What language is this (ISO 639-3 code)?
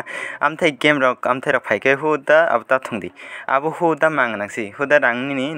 trp